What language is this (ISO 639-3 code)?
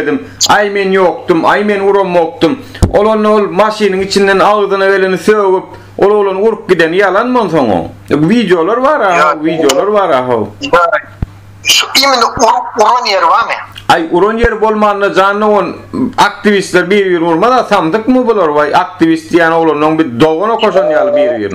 tuk